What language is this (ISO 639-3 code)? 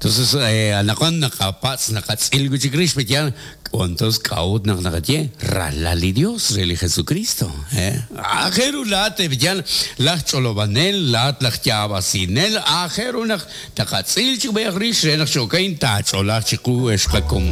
kek